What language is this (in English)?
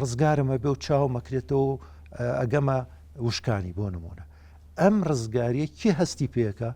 Central Kurdish